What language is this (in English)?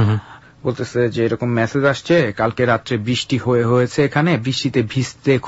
Bangla